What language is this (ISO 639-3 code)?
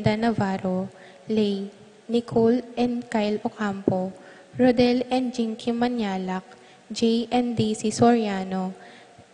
pam